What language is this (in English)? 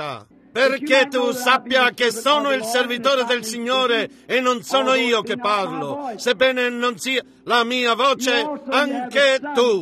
Italian